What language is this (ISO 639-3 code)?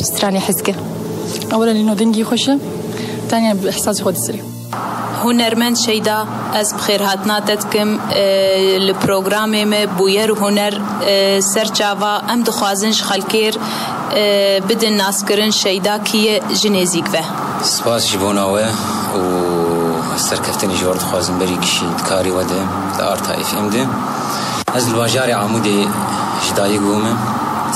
kur